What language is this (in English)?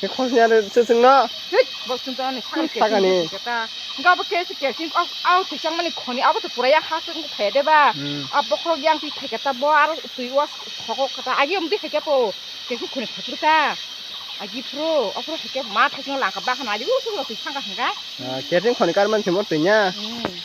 Kok Borok